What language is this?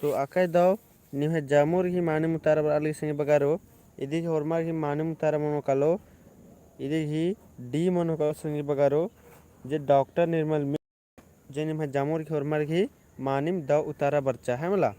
Kurukh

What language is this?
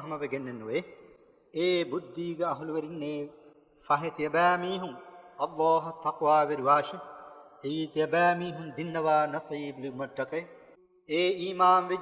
Divehi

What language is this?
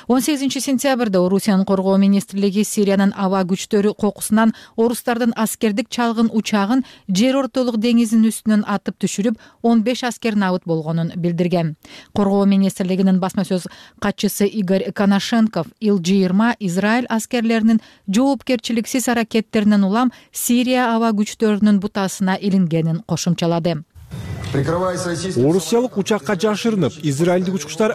Kyrgyz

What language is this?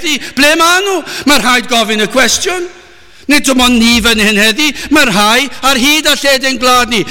Welsh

